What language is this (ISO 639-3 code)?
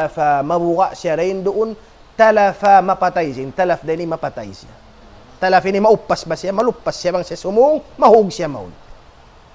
tsg